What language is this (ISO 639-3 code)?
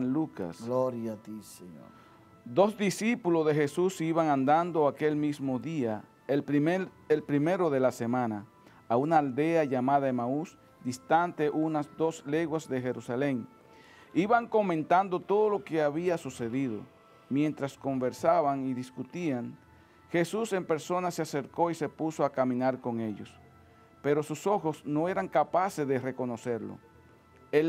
spa